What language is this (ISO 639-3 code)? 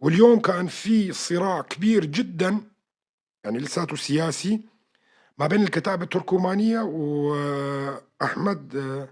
apc